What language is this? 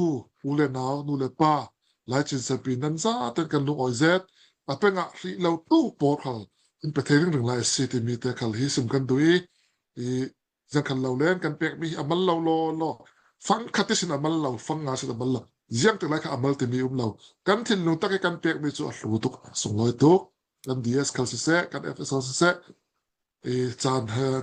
Falam Chin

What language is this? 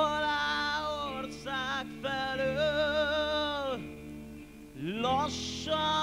Hungarian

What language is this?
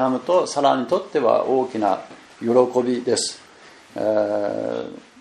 Japanese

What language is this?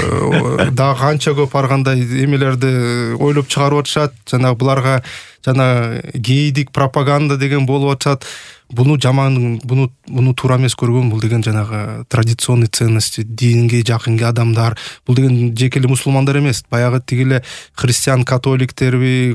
Kyrgyz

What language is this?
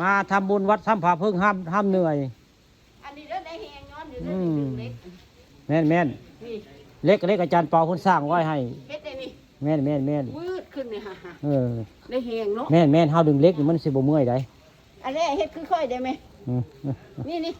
Northeastern Thai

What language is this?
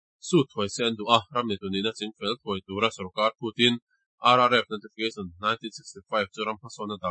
Mizo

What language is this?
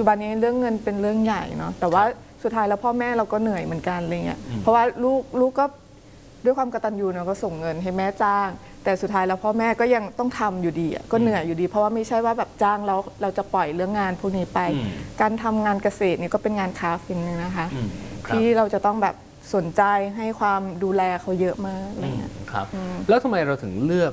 Thai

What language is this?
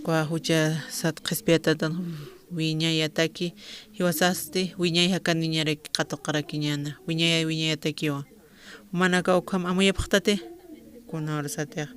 Aymara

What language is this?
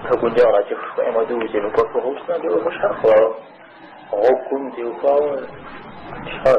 Kabardian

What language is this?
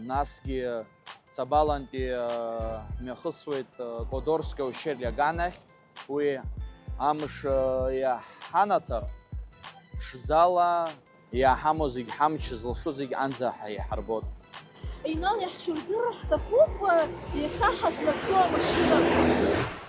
Abkhazian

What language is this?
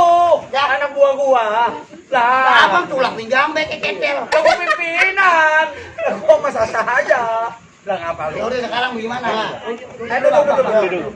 Betawi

